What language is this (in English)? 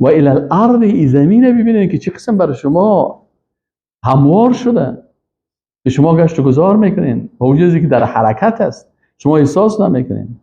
Persian